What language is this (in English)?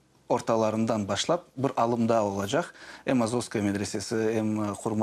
Crimean Tatar